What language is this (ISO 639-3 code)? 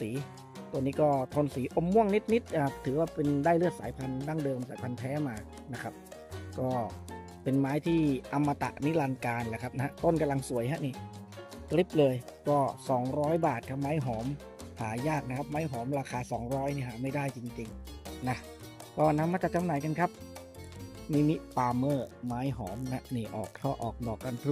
tha